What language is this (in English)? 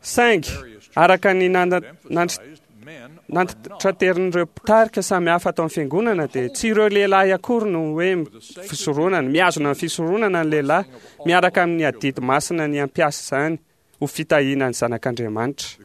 Malagasy